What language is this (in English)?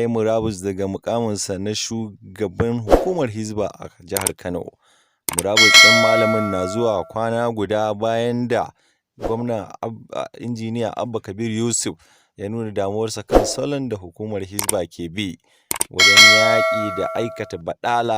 Hausa